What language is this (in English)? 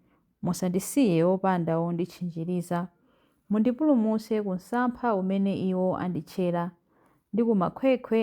Nyanja